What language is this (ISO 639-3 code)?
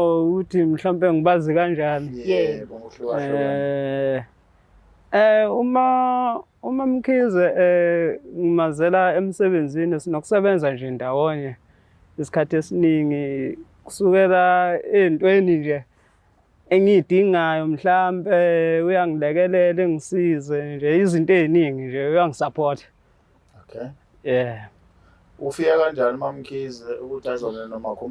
zul